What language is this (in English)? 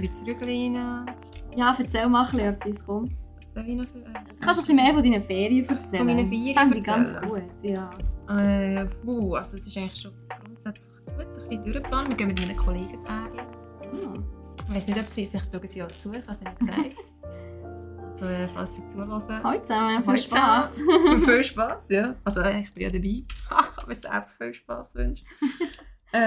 Swiss German